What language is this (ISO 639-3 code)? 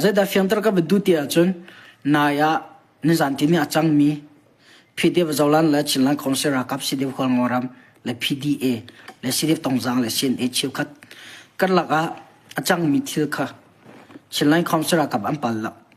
cnh